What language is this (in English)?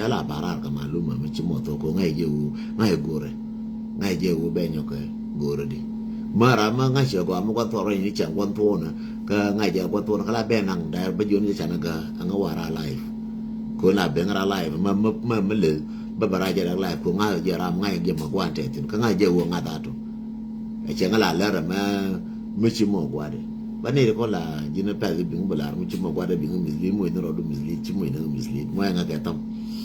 Nuer